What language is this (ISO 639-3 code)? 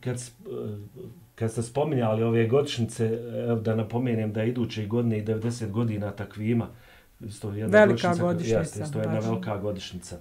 bos